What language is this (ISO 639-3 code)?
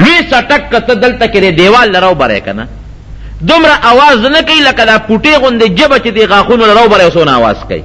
pus